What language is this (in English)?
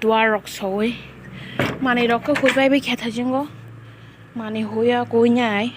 Kok Borok